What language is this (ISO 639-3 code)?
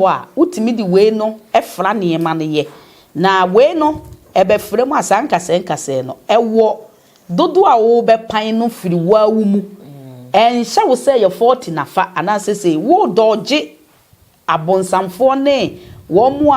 aka